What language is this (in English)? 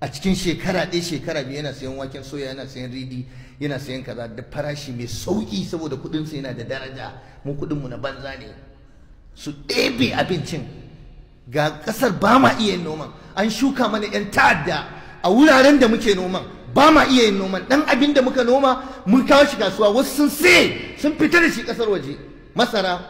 Hausa